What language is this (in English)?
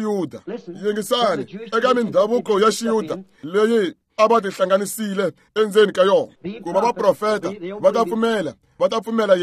Tsonga